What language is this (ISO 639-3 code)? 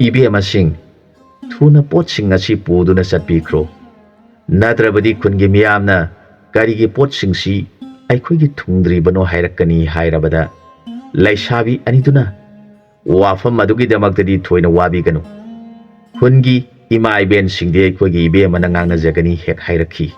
mni